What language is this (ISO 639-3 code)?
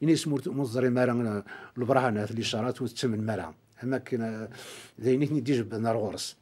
kab